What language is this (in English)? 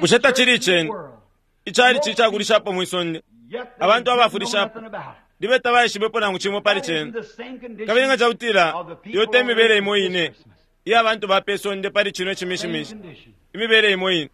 Bemba